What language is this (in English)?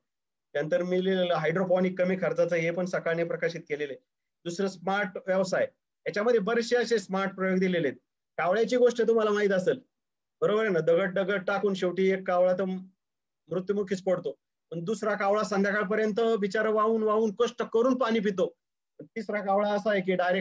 Marathi